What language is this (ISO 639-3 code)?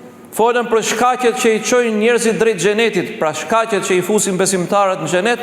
sqi